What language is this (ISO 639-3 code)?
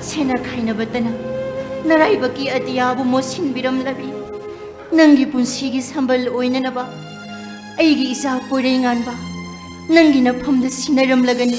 mni